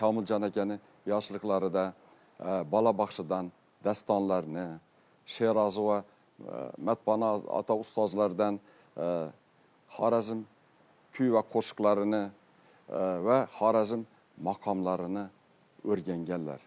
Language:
Uzbek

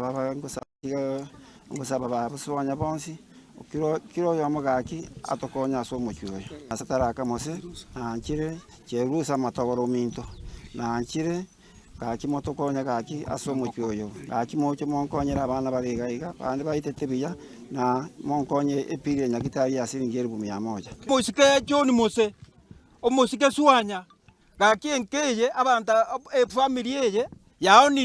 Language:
Gusii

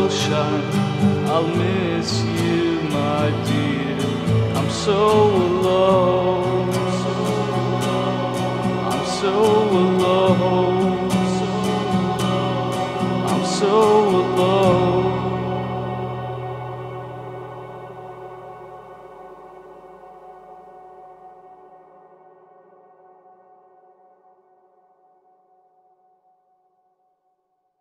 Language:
English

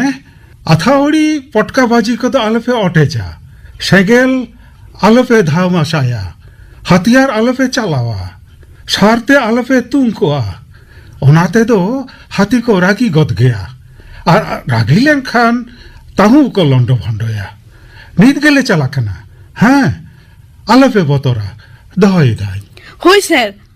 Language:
Santali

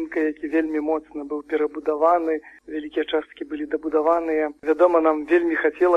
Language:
Belarusian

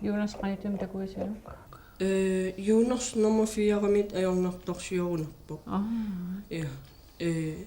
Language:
Kalaallisut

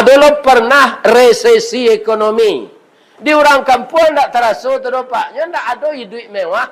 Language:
Minangkabau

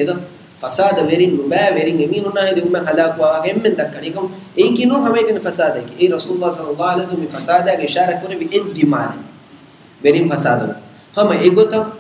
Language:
Divehi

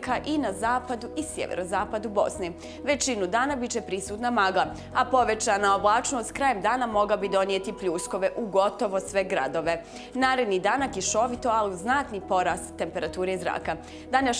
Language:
Bosnian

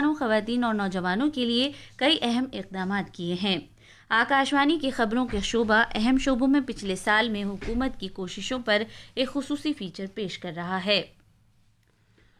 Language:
Urdu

